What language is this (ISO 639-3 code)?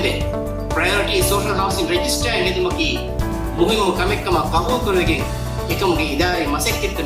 div